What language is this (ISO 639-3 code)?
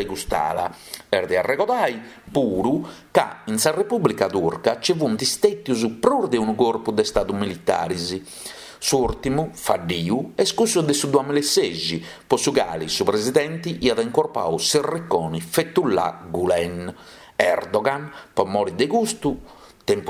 srd